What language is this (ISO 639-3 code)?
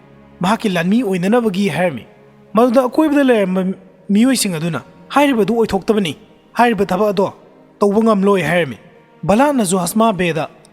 mni